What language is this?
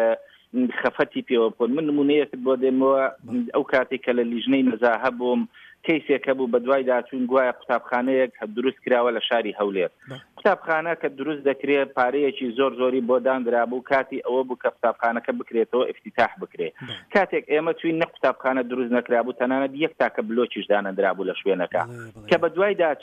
Central Kurdish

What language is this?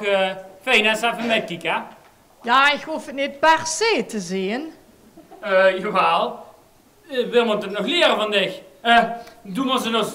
Limburgish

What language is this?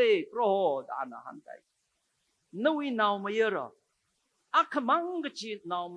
Tangkhul Naga (India)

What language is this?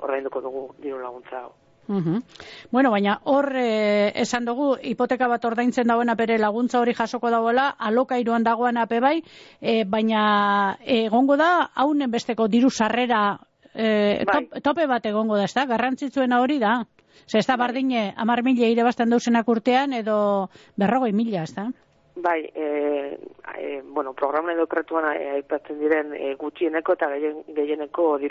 Basque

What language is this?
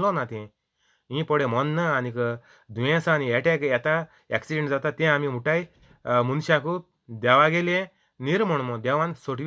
Konkani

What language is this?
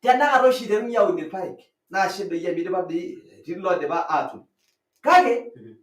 Masai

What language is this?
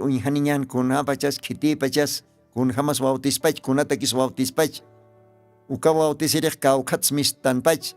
Aymara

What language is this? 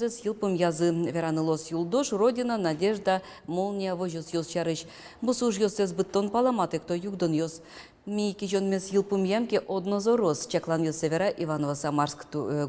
Udmurt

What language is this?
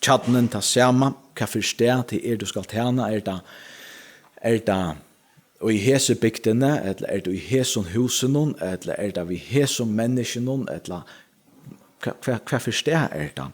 Faroese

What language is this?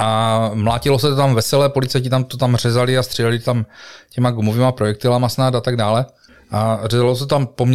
Czech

